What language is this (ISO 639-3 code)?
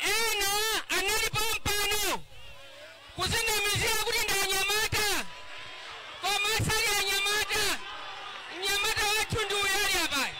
nya